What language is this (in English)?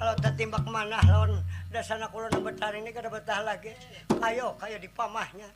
Banjar